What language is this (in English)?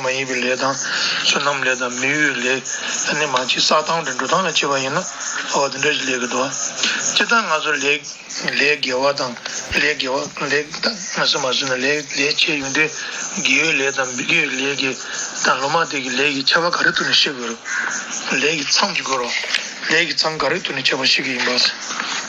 Tibetan